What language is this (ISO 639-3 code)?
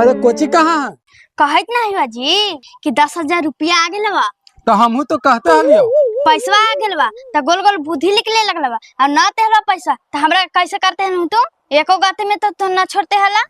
mag